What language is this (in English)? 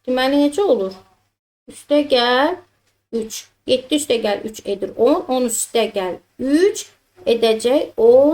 Azerbaijani